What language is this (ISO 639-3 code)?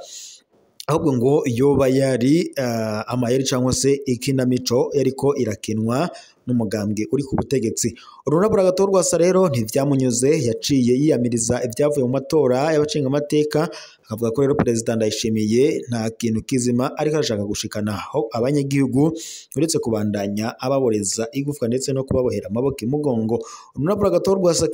run